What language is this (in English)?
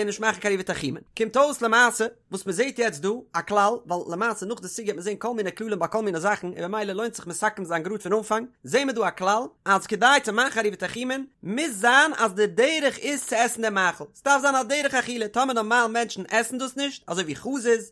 Yiddish